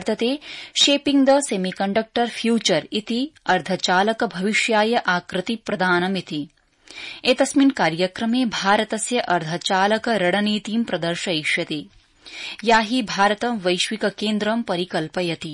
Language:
Sanskrit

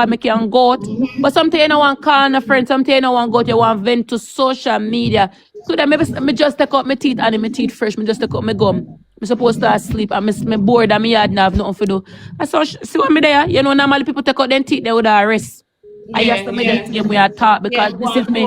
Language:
Jamaican Creole English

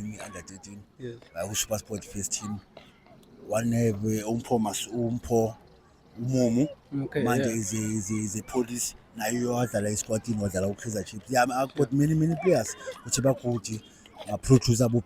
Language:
Zulu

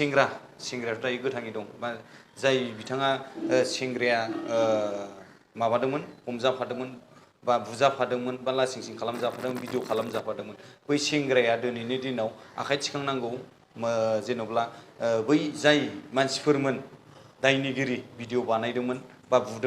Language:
Bodo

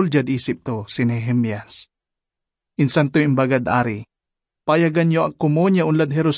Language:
Pangasinan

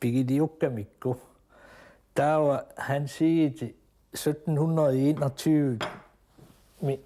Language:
Kalaallisut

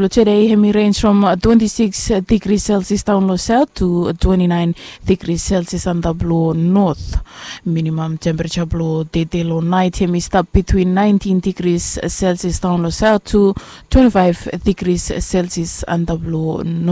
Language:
Bislama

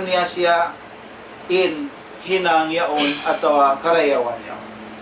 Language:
Tausug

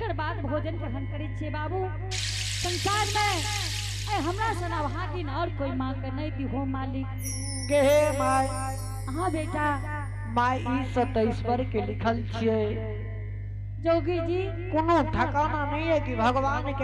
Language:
Angika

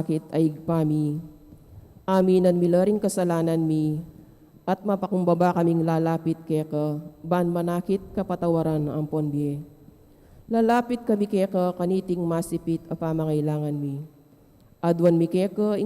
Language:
Pampanga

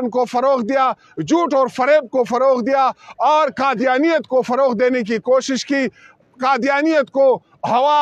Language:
Urdu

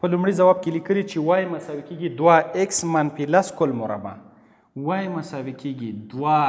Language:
Pashto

